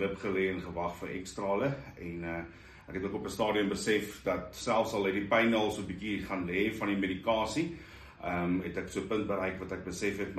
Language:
Afrikaans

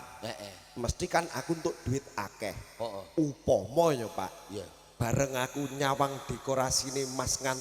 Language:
Javanese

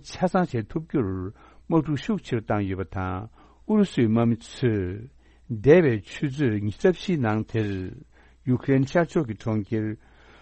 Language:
Tibetan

